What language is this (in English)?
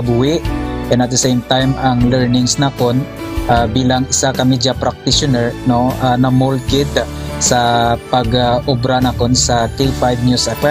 Hiligaynon